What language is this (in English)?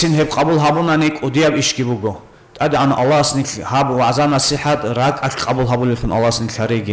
Avaric